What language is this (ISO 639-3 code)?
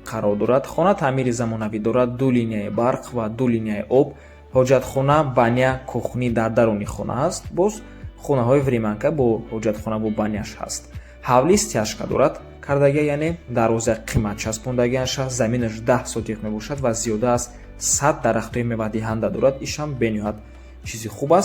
tgk